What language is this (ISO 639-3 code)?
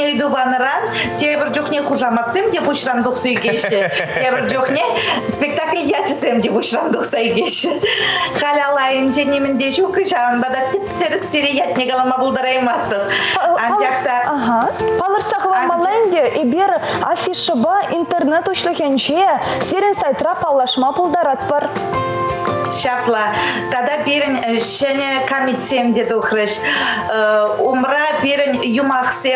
chv